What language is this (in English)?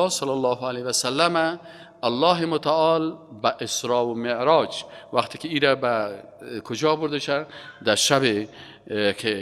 Persian